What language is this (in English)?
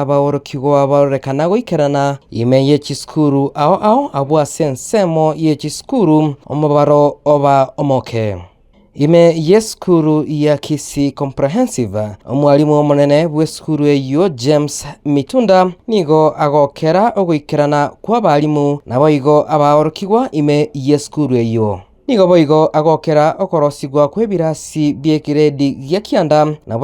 Gusii